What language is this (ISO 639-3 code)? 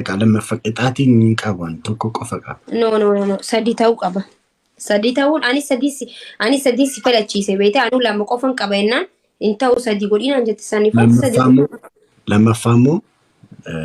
orm